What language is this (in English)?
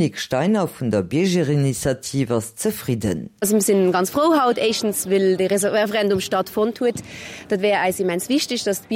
Luxembourgish